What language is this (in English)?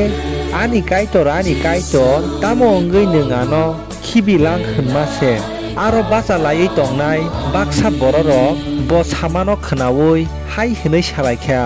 Kok Borok